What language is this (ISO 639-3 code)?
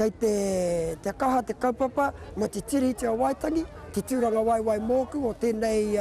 mri